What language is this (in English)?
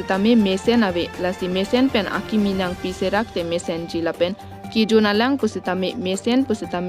Karbi